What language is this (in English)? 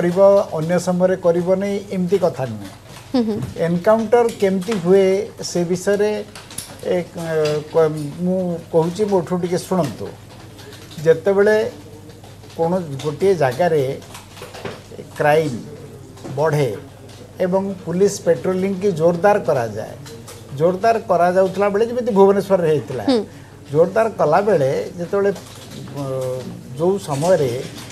Odia